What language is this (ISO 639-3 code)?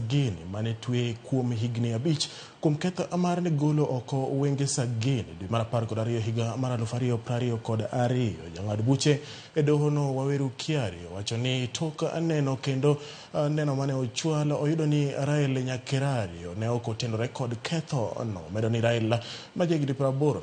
luo